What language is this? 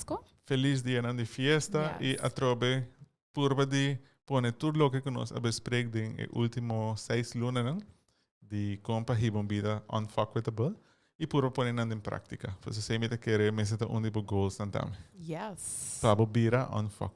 Papiamento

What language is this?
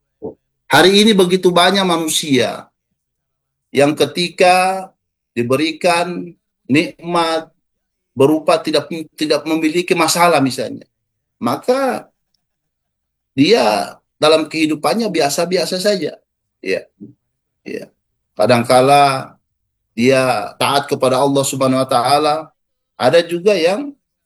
Indonesian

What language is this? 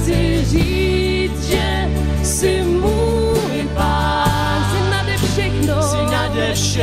Czech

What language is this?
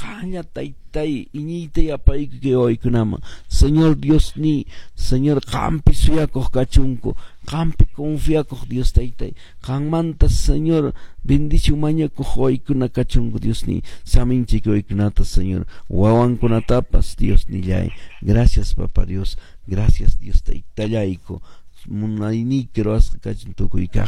Quechua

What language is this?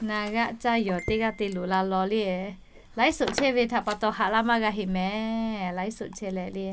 Lahu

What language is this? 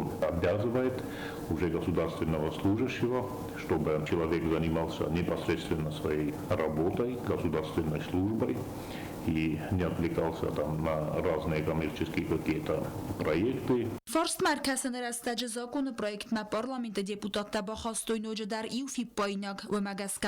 Ossetic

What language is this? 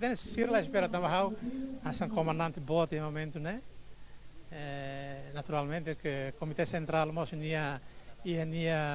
Tetum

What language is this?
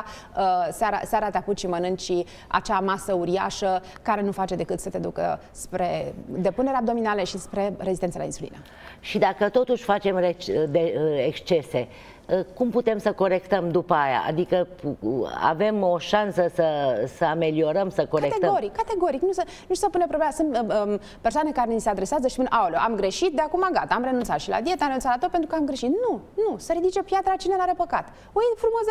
Romanian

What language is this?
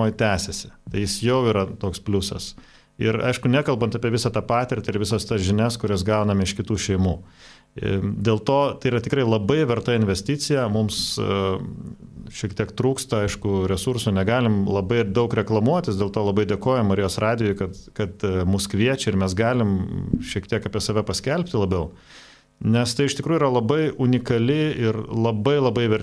Lithuanian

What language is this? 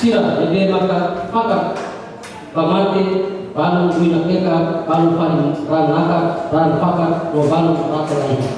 Tetum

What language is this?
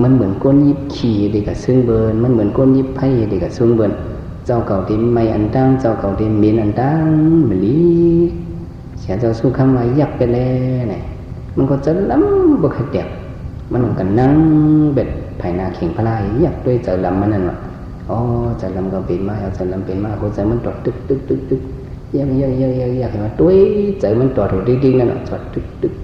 Shan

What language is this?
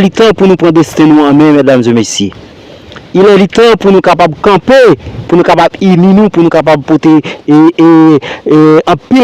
Haitian Creole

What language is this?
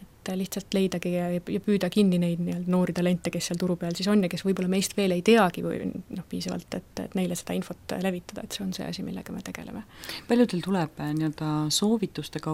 Estonian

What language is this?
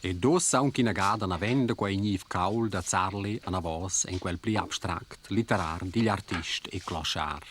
Romansh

